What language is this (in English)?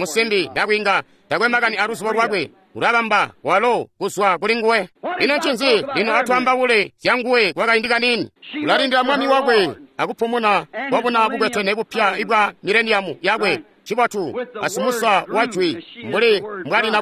Tonga (Zambia)